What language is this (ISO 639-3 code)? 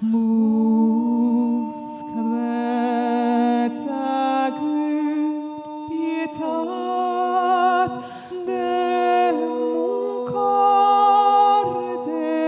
oci